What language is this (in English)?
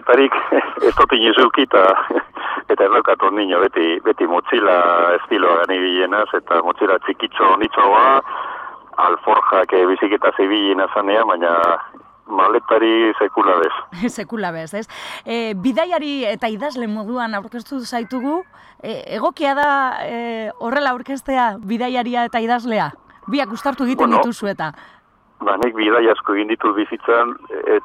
Basque